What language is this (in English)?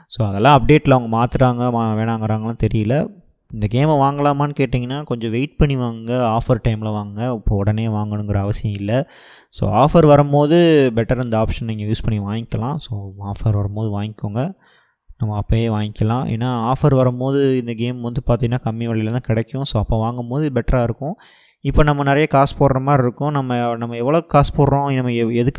Tamil